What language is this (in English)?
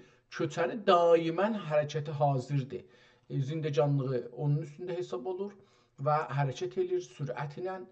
South Azerbaijani